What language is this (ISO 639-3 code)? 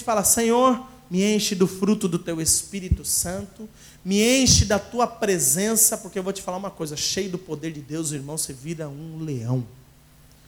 por